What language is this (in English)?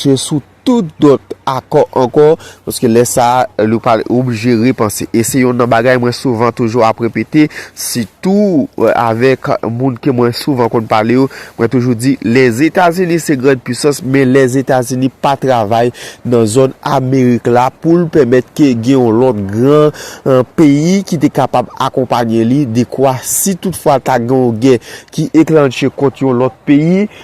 Haitian Creole